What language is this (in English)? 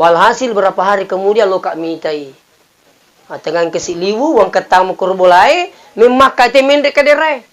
Buginese